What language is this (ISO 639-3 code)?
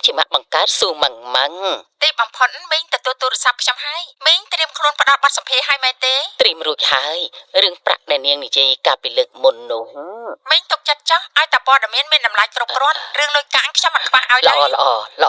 khm